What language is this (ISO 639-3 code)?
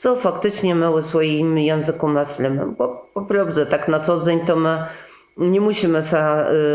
csb